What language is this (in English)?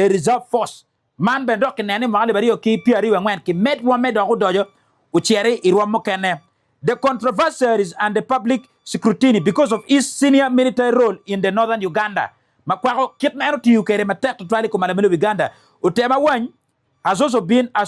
Acoli